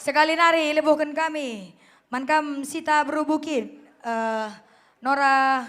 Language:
Batak Karo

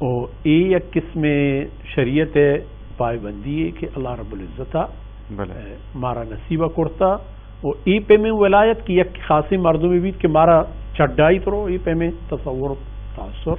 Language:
Baluchi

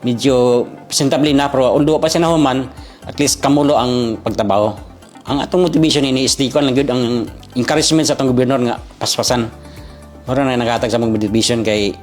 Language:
Cebuano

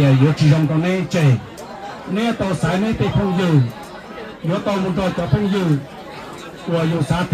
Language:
Hmong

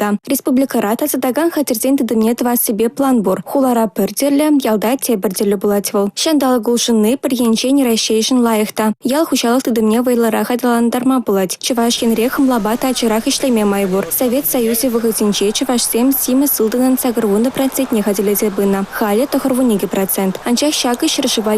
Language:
Chuvash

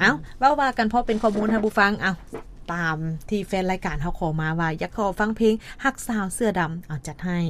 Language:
Lao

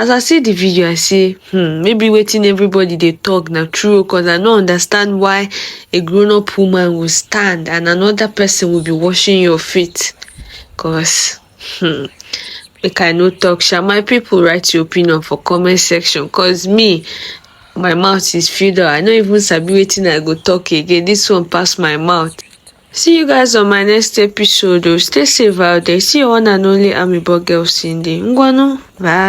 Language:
Nigerian Pidgin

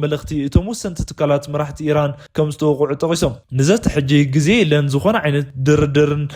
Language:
Tigrinya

